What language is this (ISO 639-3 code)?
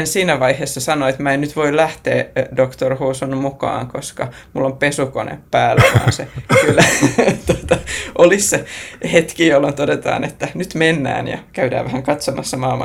fin